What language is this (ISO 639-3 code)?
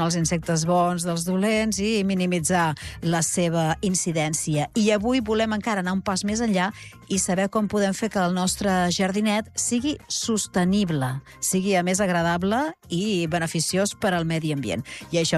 cat